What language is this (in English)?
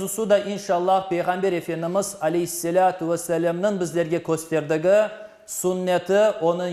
Crimean Tatar